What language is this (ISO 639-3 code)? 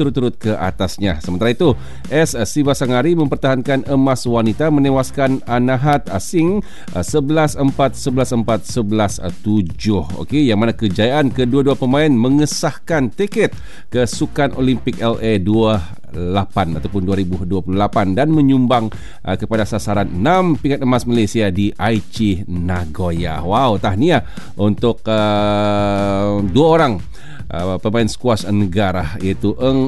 msa